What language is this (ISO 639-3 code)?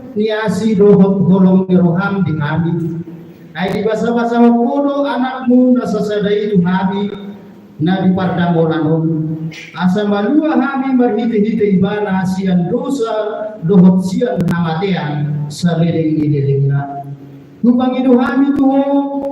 bbc